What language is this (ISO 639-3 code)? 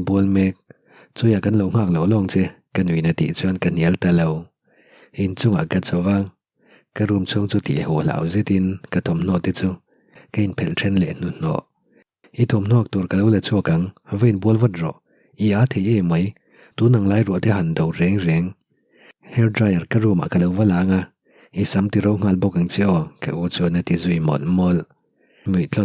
lus